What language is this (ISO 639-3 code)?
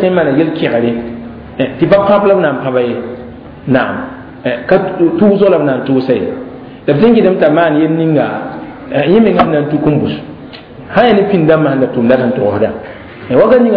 mos